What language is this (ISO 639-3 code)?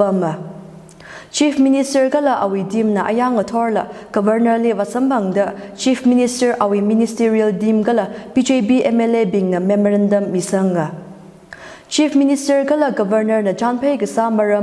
nmf